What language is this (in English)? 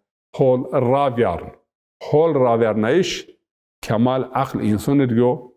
Zaza